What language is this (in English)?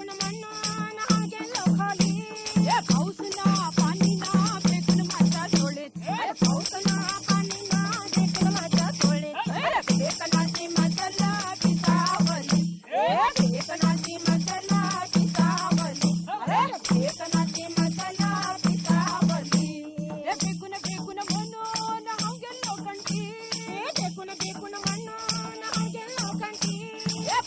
Konkani